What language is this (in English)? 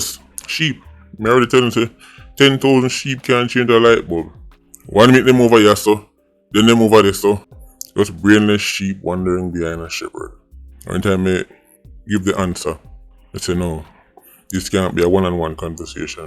Jamaican Creole English